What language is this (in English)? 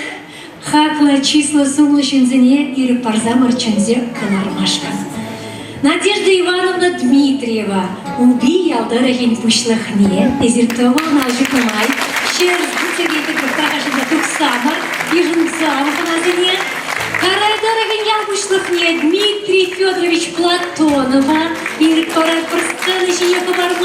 Chuvash